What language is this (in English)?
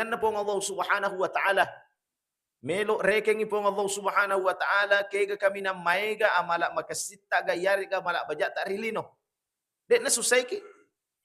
Buginese